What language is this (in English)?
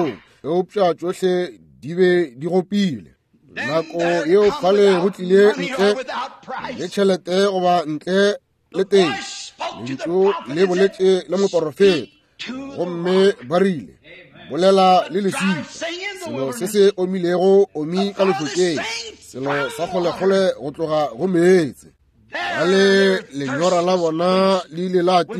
Northern Sotho